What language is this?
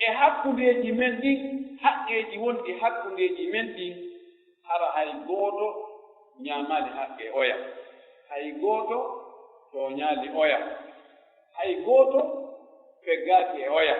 Pular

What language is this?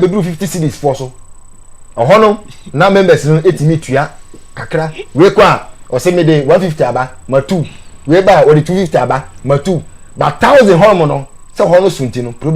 Akan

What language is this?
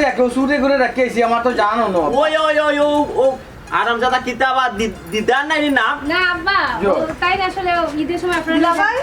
Sylheti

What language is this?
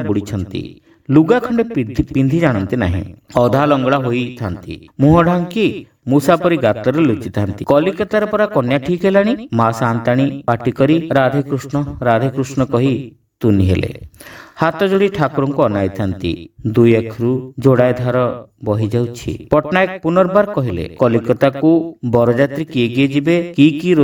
Odia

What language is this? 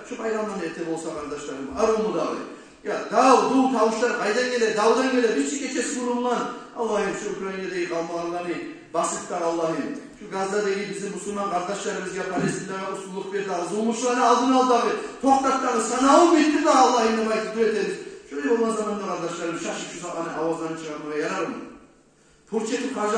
Kumyk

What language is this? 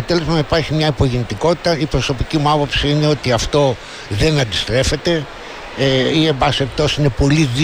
Greek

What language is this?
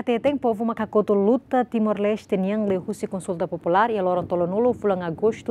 Tetum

